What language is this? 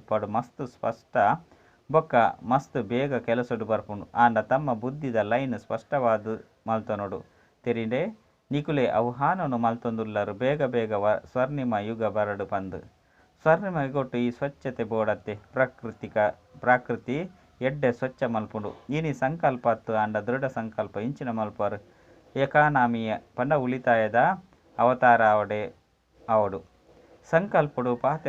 Tulu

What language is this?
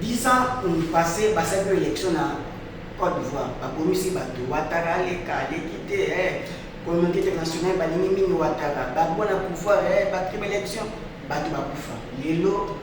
Lingala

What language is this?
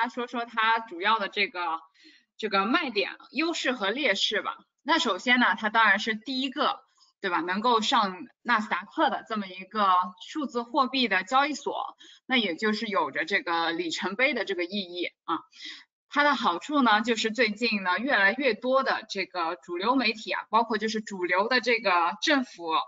Chinese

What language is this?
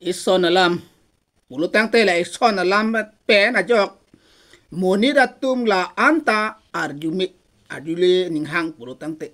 Karbi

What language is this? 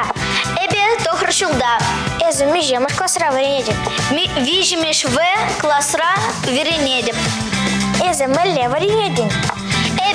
Chuvash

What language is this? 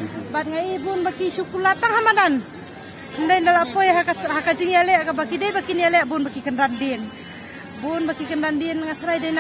Khasi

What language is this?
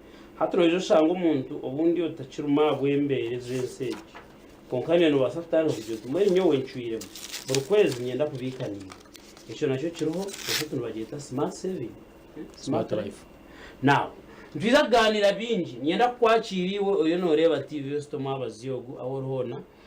Nyankole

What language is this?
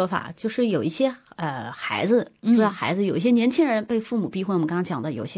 Chinese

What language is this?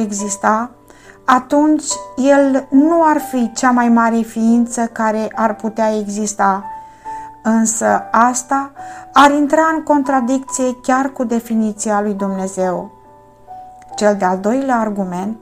Romanian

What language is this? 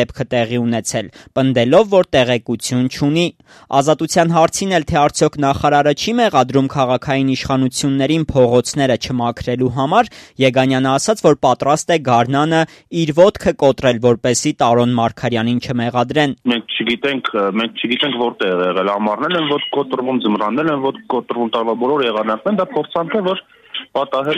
Armenian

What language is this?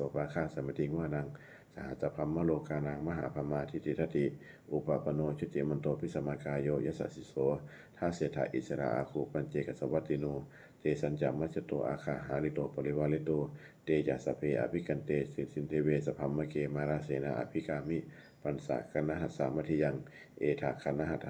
Pali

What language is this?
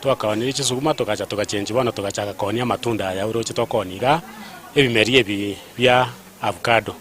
Gusii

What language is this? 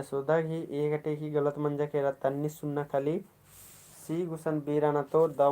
Kurukh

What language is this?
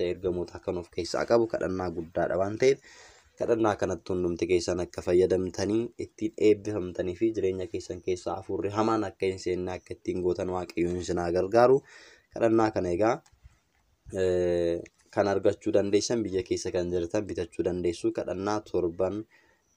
Oromo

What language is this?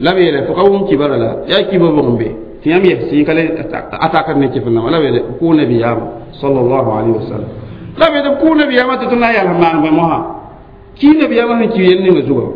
Mossi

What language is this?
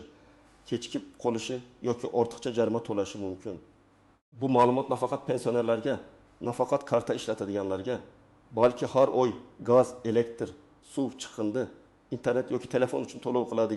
Uzbek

